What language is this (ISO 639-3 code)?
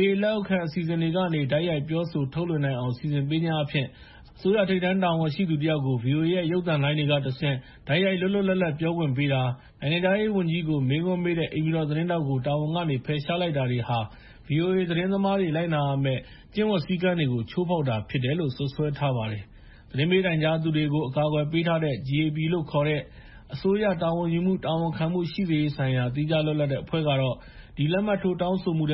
mya